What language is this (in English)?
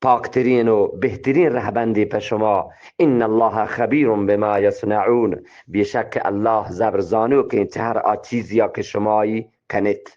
Eastern Balochi